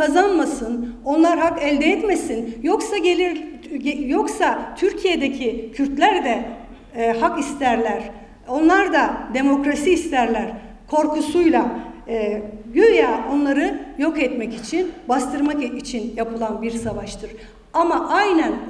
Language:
Turkish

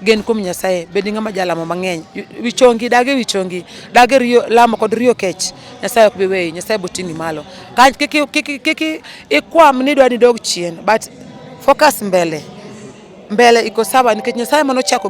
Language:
Luo (Kenya and Tanzania)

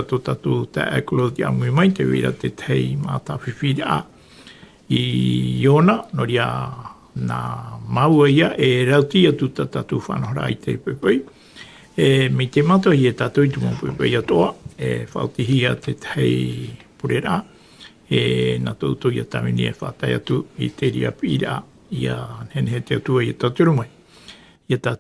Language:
Tahitian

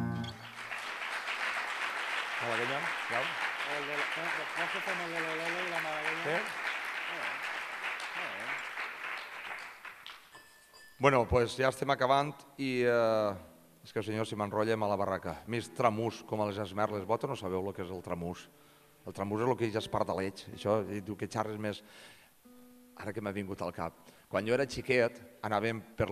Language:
Catalan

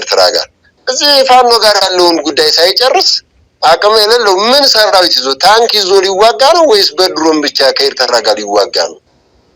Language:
Amharic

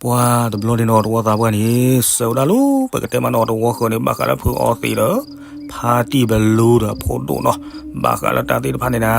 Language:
S'gaw Karen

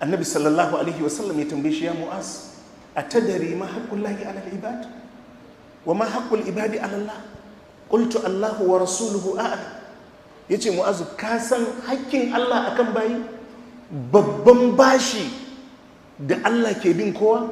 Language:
Hausa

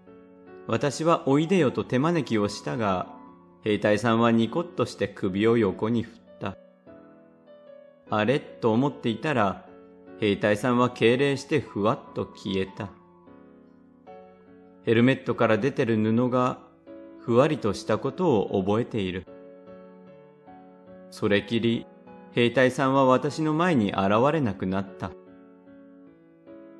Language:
Japanese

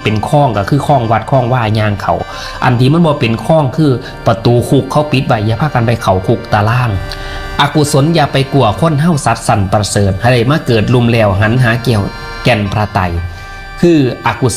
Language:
Northeastern Thai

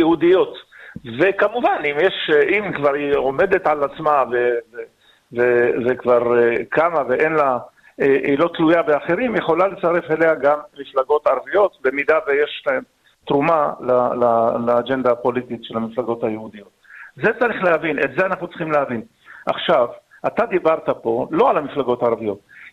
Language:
Hebrew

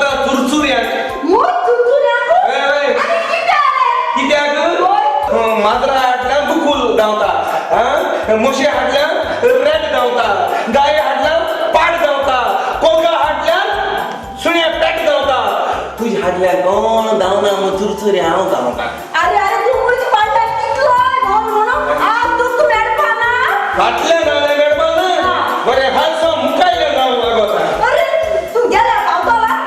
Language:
Konkani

